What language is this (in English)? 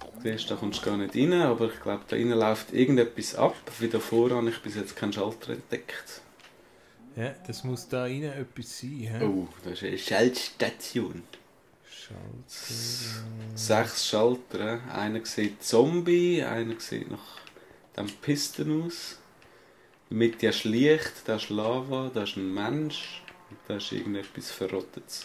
Swiss German